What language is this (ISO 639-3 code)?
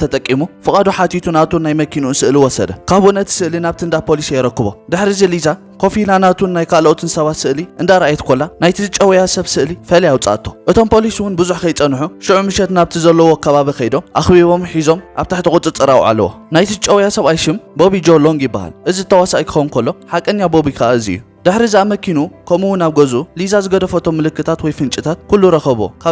tir